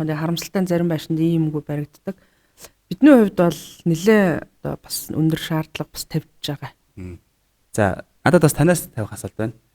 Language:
Mongolian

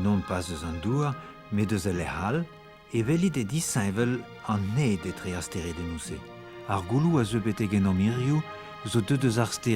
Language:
Breton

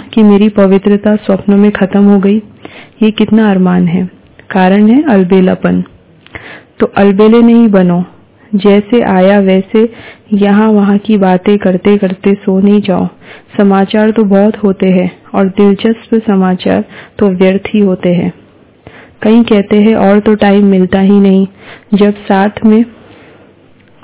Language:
Hindi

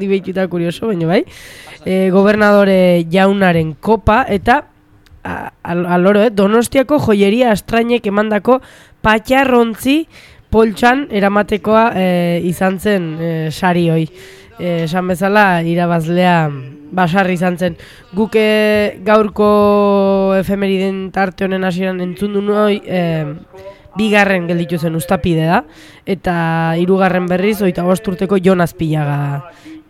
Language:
Basque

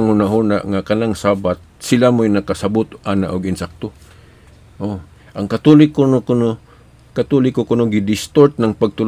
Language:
Cebuano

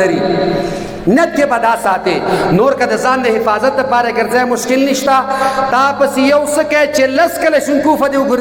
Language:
Pashto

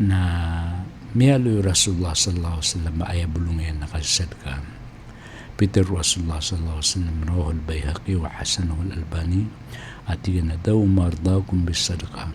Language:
Maranao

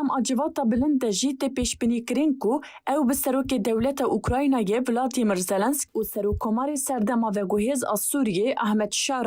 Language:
Kurdish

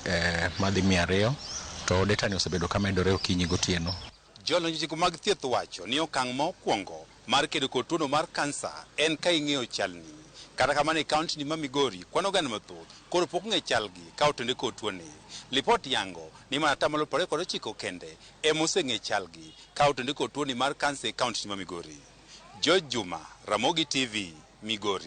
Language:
Luo (Kenya and Tanzania)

